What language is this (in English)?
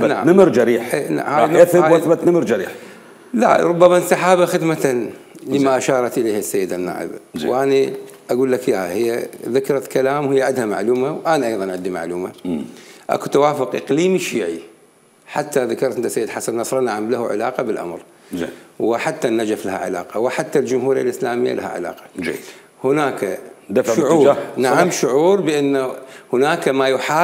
Mesopotamian Arabic